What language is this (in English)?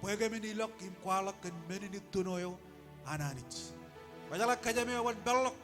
Marshallese